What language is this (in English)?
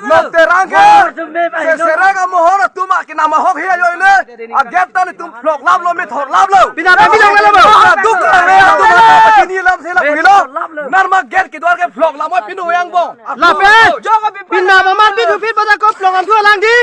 Karbi